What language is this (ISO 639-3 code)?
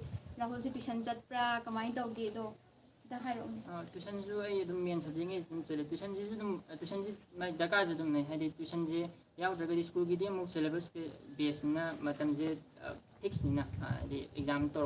mni